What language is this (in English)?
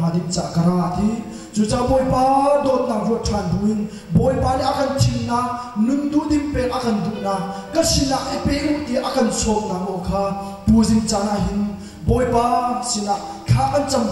Hakha Chin